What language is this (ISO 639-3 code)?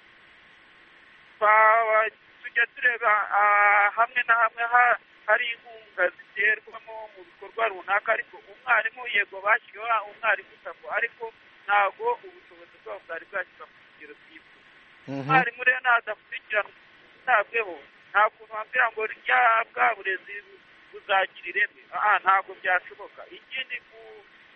kin